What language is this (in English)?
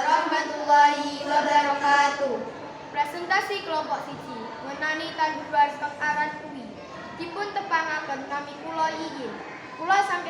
Javanese